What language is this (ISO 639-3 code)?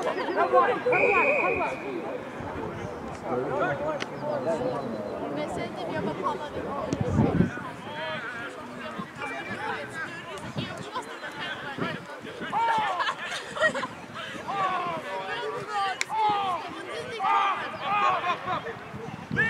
swe